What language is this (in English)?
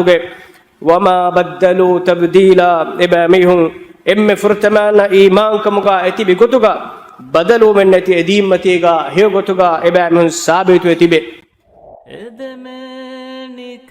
Divehi